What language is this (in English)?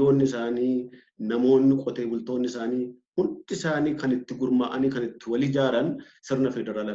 Oromo